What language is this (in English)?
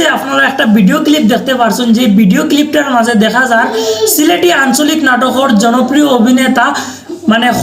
Sylheti